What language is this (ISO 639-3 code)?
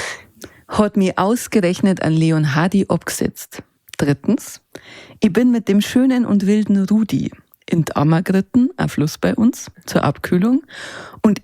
bar